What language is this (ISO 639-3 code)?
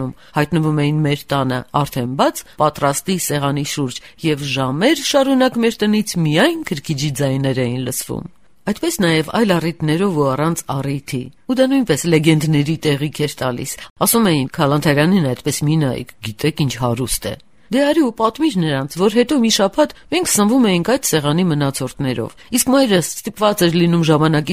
hye